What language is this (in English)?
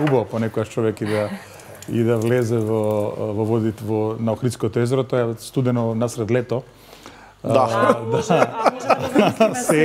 Macedonian